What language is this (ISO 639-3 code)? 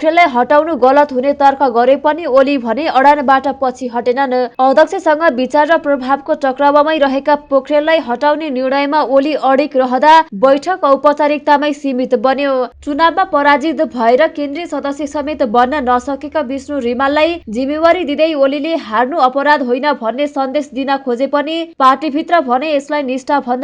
nep